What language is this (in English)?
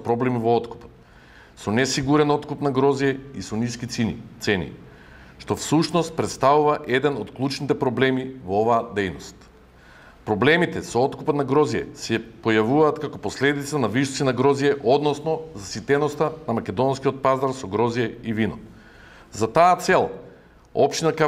Macedonian